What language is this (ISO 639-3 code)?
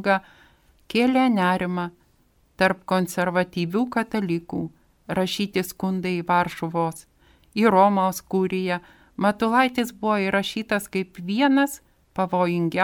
lit